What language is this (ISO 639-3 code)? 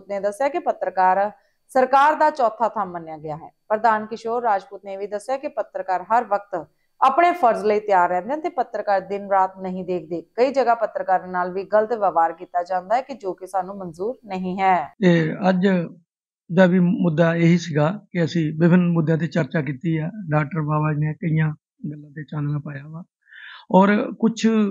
pan